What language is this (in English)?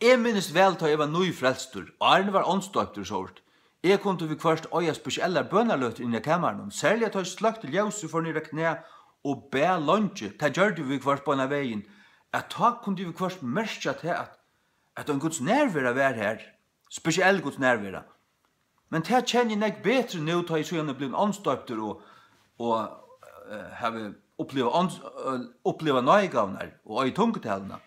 Faroese